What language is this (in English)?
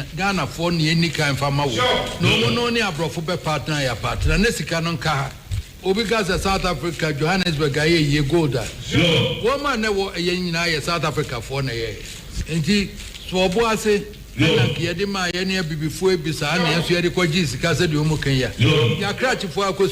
Akan